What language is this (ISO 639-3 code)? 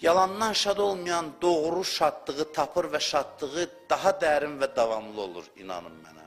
aze